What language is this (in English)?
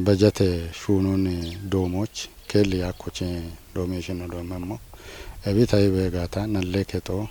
Kafa